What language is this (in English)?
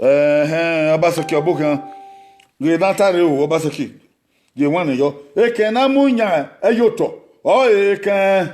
Bini